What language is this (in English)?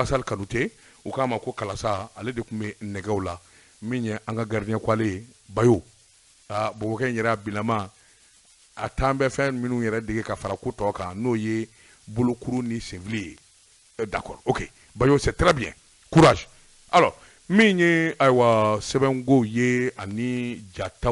Bambara